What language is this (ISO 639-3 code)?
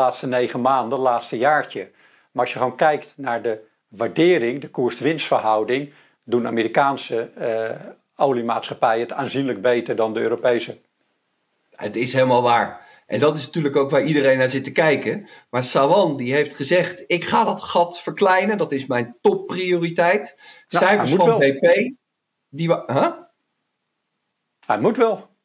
nld